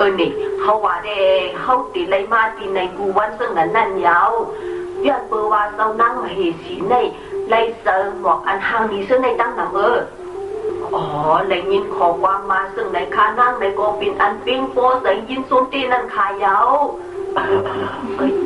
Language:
Shan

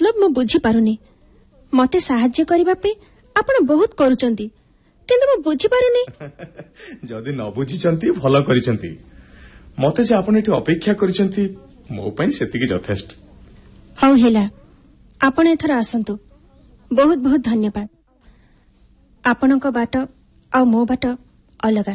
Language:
Odia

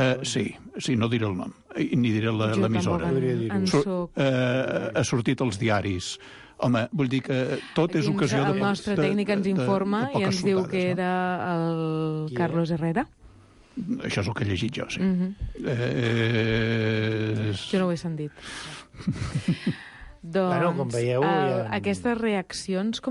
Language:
Catalan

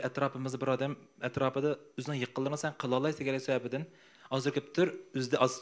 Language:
Uyghur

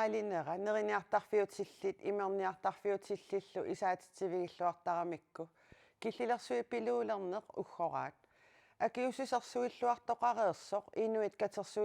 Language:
Kalaallisut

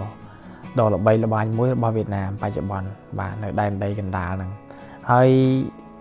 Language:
Khmer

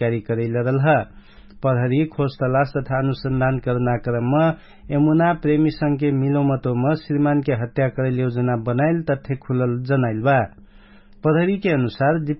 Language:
Dangaura Tharu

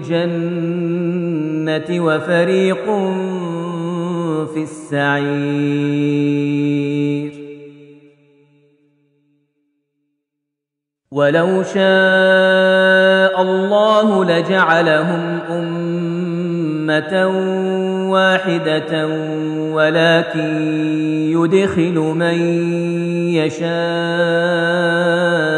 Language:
Arabic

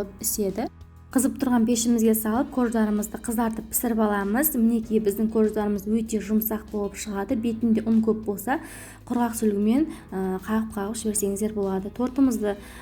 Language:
Kazakh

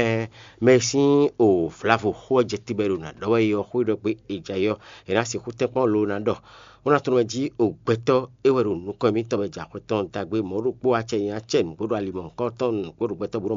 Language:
Fon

